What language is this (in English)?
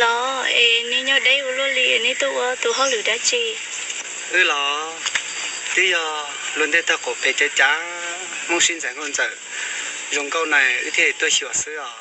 Hmong